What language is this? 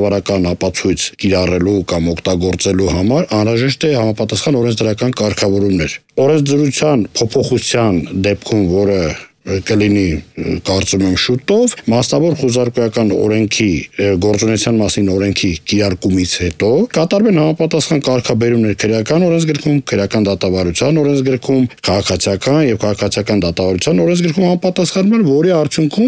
Armenian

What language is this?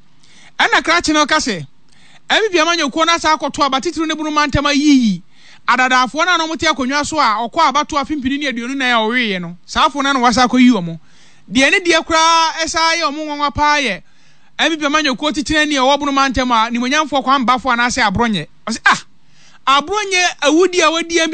Akan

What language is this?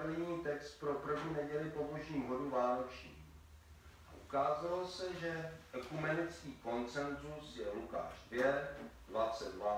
Czech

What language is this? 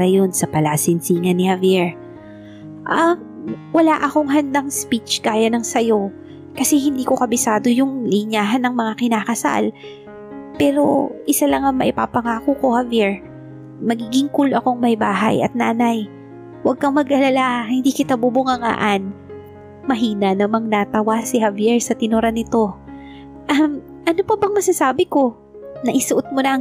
Filipino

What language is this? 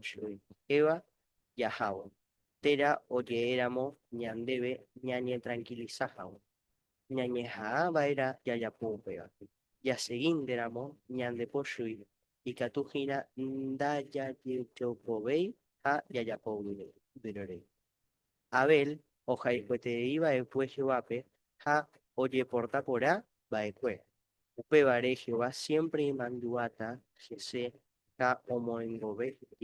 Guarani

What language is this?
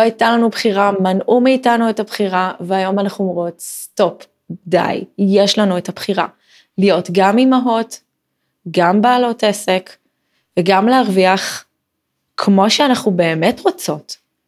Hebrew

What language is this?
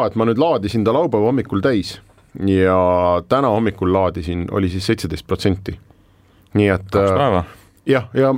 Estonian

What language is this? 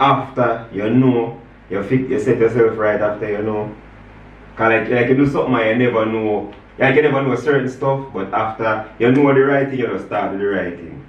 Jamaican Creole English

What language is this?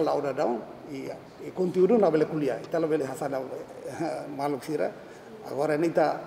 Tetum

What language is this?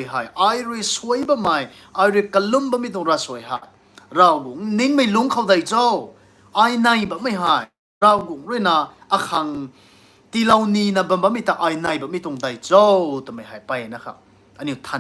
Rongmei Naga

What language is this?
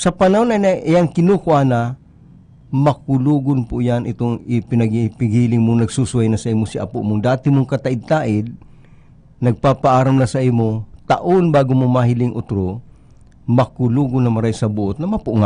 Bikol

